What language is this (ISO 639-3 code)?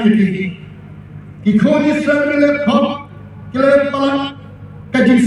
kha